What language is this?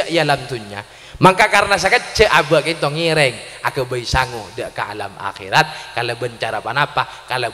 Madurese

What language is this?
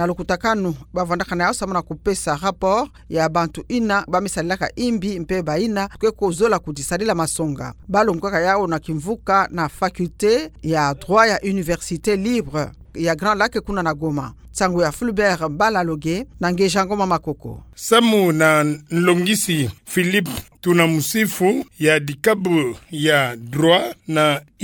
Kituba (Democratic Republic of Congo)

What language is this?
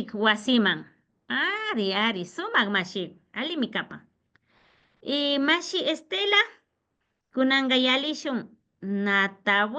Imbabura Highland Quichua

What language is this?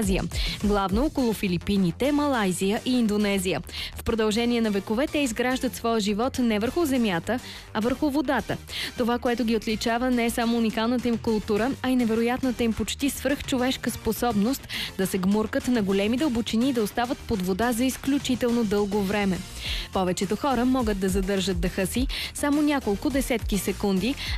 Bulgarian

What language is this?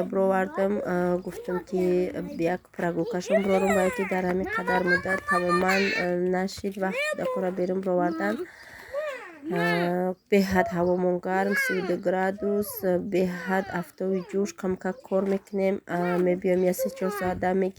Tajik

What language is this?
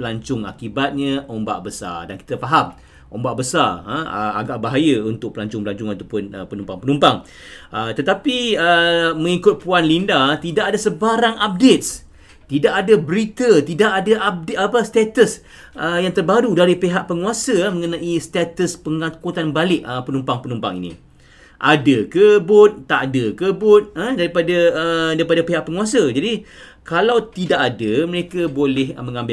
Malay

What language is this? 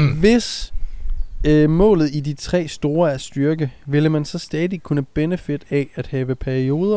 Danish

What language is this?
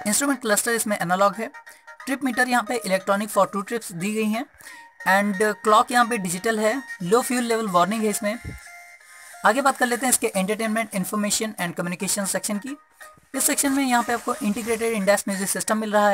Hindi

